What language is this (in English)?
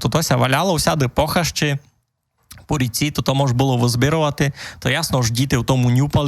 Rusyn